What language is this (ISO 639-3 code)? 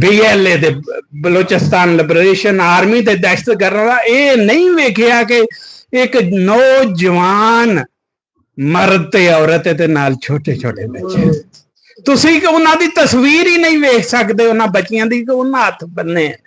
lah